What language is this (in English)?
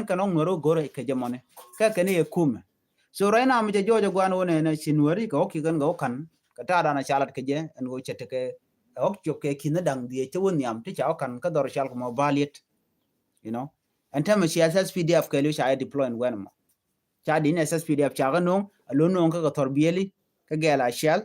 Nuer